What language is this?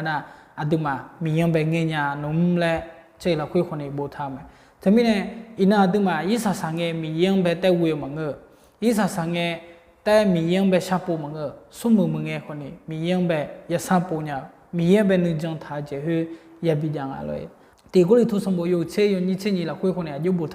Akha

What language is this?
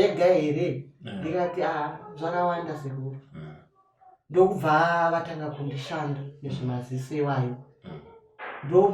Shona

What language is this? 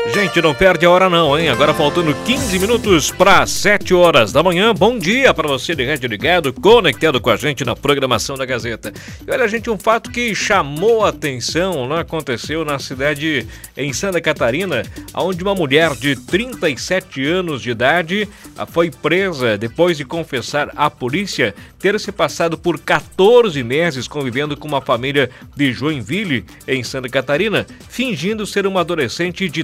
Portuguese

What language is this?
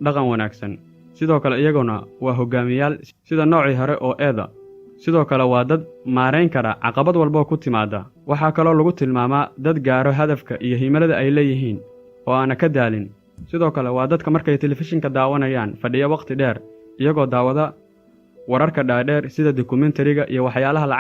Somali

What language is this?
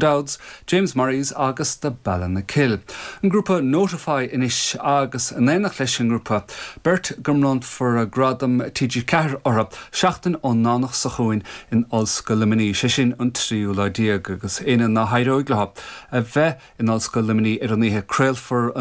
Irish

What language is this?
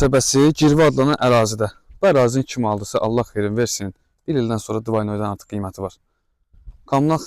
Azerbaijani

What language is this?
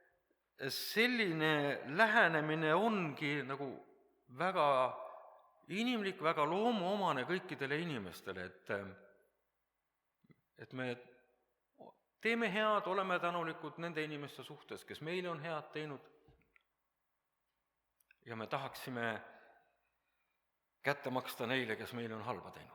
Estonian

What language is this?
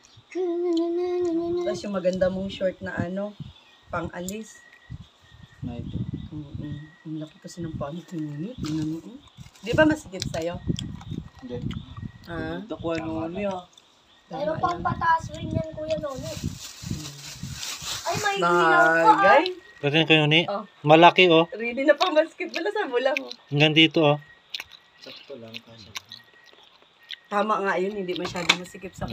Filipino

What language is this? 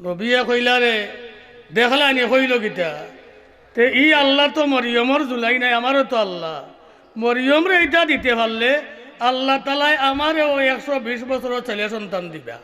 Sylheti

